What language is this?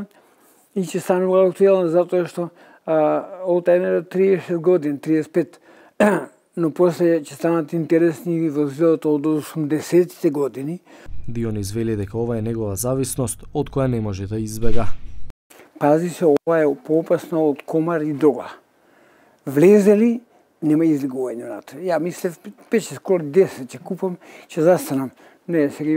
Macedonian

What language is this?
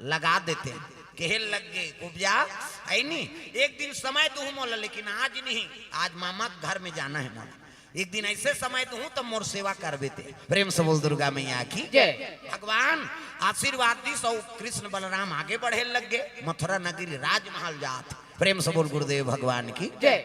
Chhattisgarhi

